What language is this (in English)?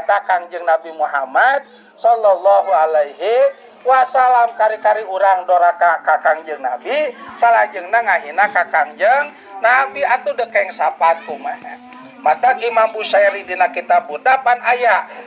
Sundanese